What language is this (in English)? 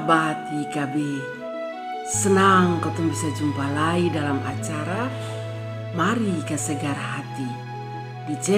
Kupang Malay